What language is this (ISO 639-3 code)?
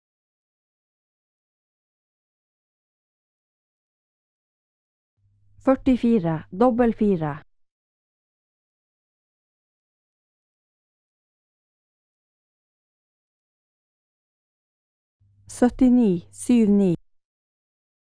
nor